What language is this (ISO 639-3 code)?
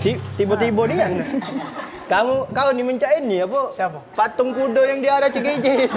mui